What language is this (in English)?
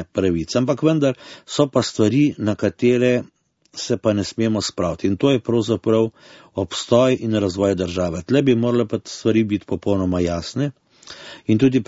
Slovenian